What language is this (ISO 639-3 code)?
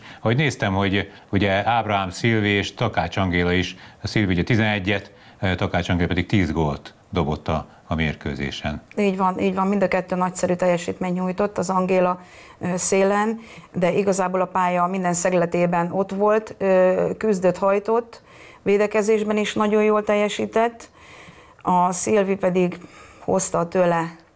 hun